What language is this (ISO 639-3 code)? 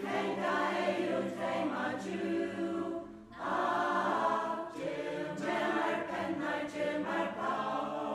fao